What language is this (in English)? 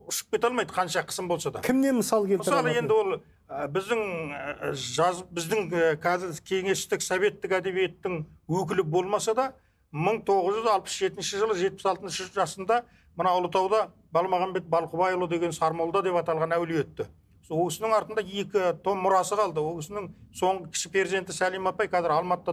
Kazakh